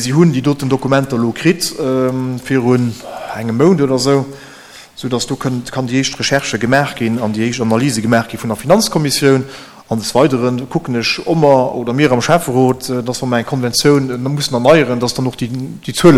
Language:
Luxembourgish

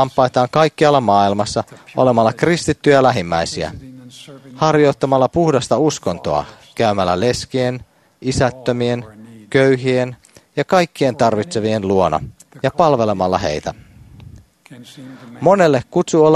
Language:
Finnish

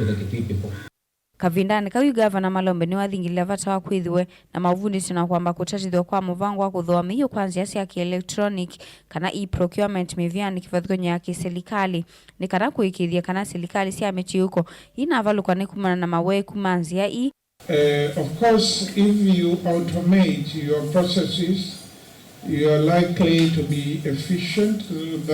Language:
Kamba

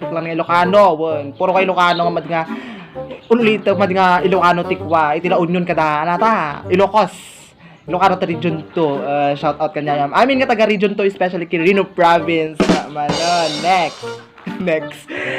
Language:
Iloko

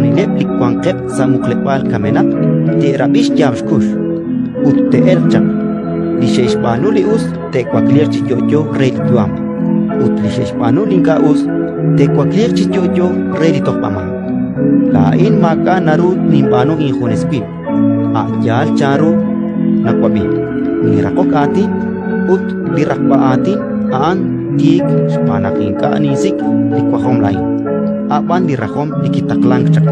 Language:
Kekchí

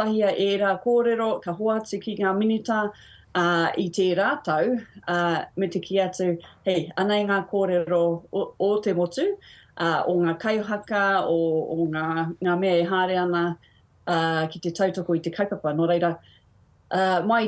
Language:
Māori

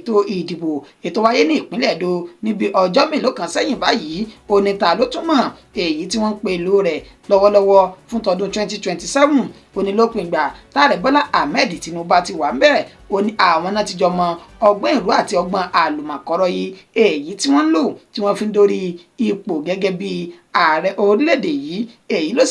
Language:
Yoruba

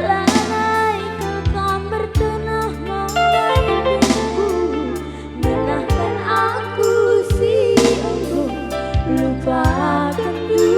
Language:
Batak Karo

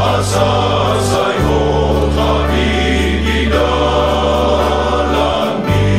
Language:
Batak Toba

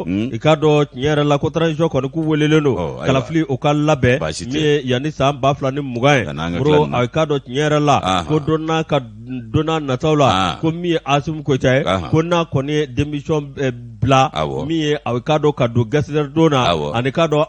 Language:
Bambara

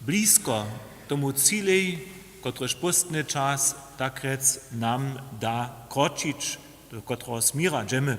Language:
Upper Sorbian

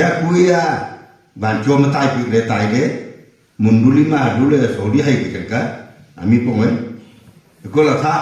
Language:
Wancho Naga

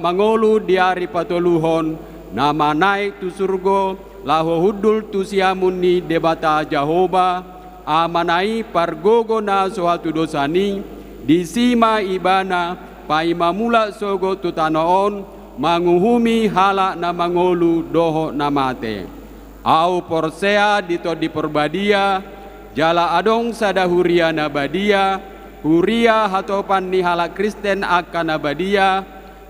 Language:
Batak Toba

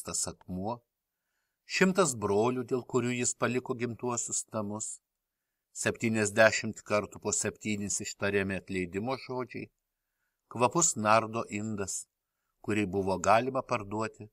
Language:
Lithuanian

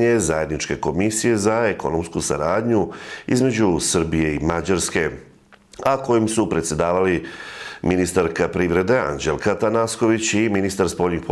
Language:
Serbian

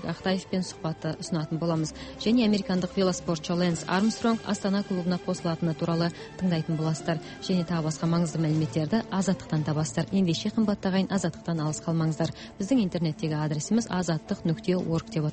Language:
Kazakh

